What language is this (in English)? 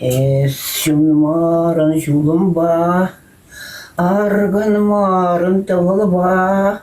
Chuvash